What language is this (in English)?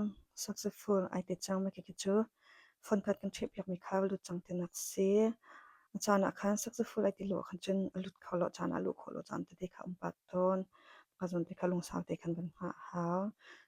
Hakha Chin